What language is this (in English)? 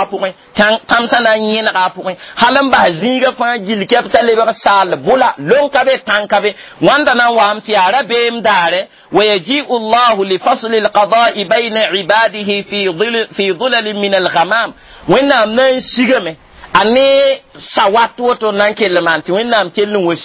Mossi